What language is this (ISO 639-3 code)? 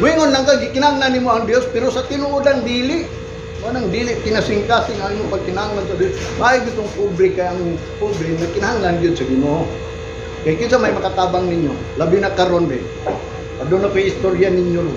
ceb